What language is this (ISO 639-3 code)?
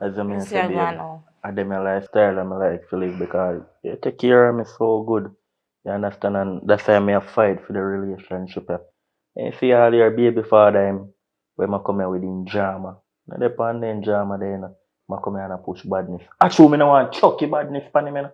jam